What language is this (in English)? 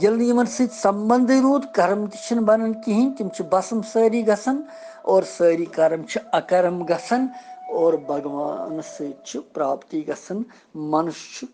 Kashmiri